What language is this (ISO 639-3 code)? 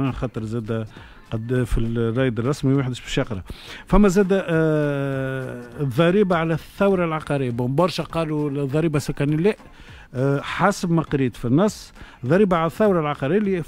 aeb